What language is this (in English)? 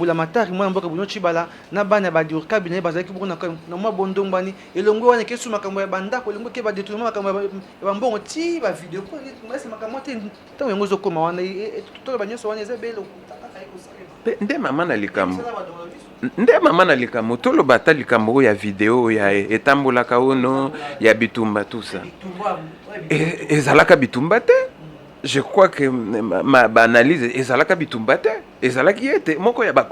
Lingala